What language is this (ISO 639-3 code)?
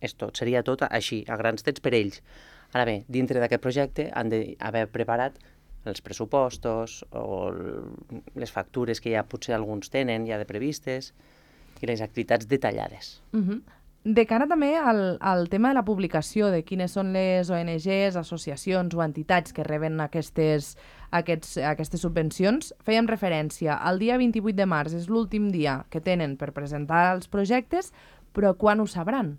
cat